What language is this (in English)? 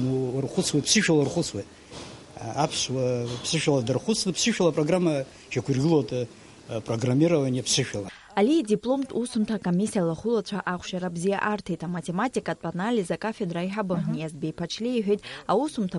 Abkhazian